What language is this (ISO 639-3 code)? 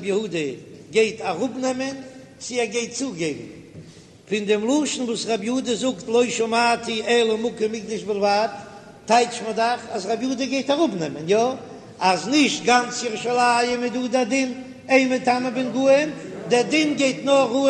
yid